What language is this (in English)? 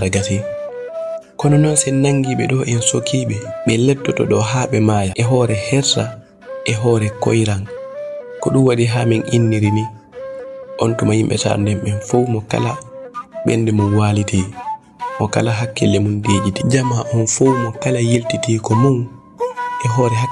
Fula